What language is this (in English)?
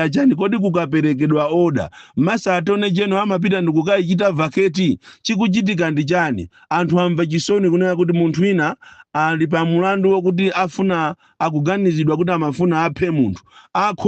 Nyanja